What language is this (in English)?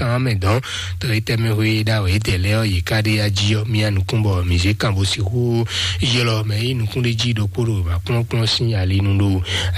Fon